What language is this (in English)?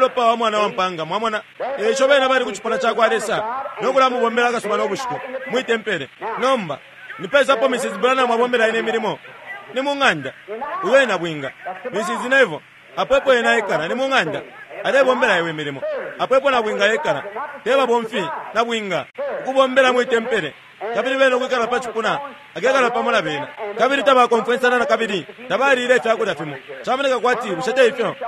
Bemba